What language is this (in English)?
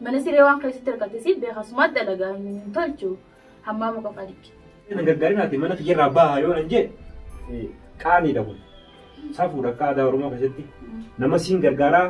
Oromo